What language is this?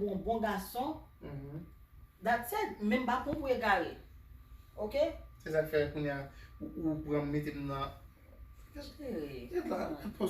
Haitian Creole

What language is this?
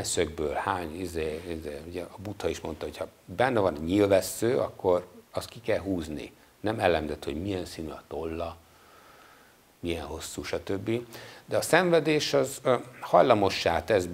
Hungarian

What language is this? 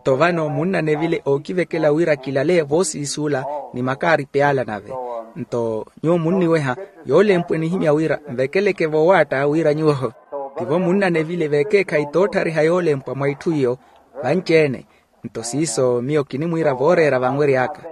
Makhuwa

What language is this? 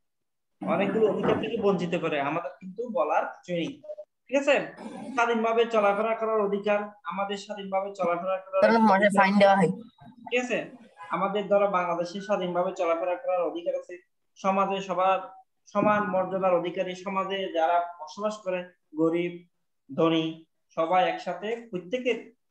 Bangla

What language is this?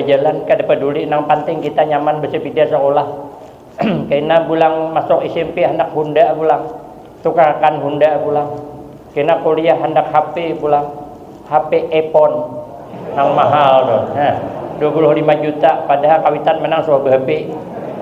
Banjar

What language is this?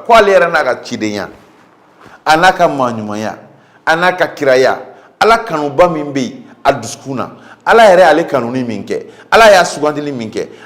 Bambara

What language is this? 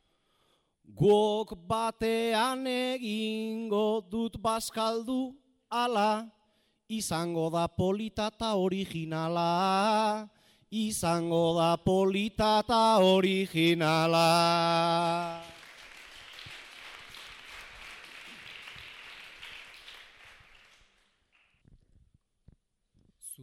Basque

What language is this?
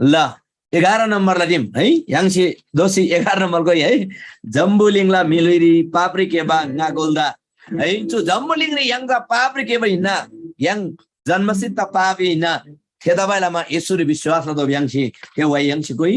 Eastern Tamang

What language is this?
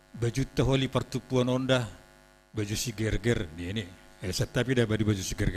Batak Simalungun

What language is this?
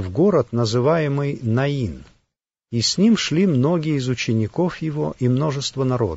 Russian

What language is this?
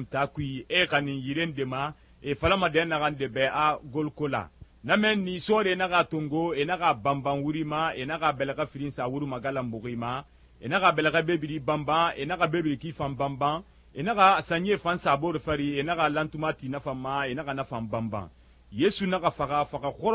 Susu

